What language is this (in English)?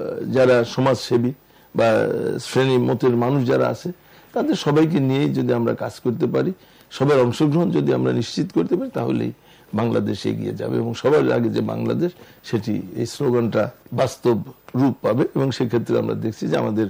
Bangla